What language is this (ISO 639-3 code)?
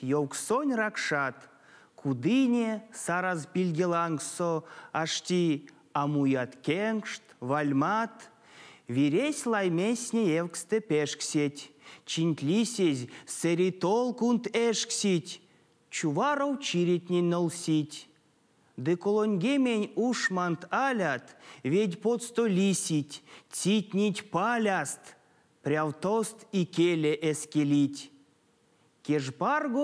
myv